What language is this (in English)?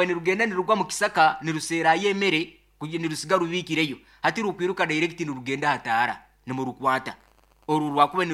Nyoro